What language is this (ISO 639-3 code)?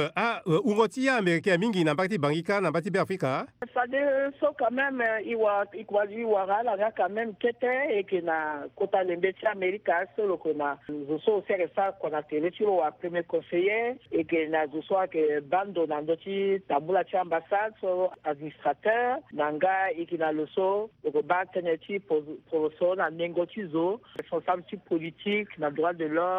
sag